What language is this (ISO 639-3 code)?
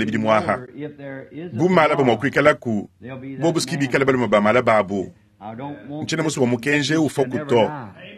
lua